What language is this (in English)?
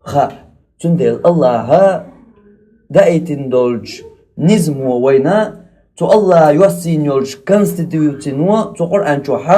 Chechen